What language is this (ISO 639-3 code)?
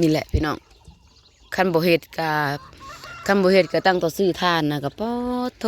lao